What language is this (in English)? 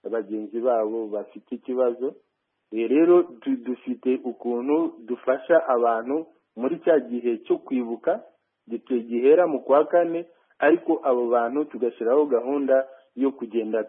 Kinyarwanda